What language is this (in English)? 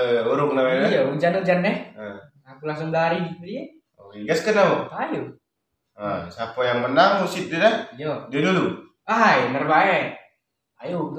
Musi